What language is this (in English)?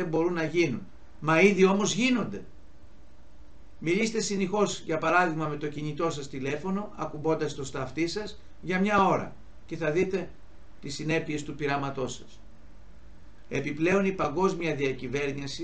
Greek